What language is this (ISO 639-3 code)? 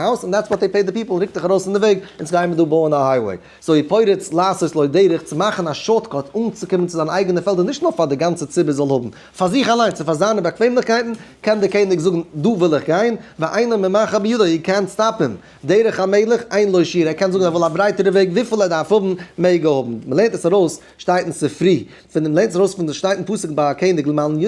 yid